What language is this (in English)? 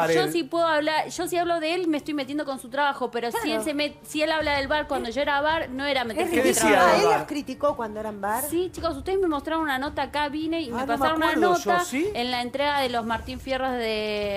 Spanish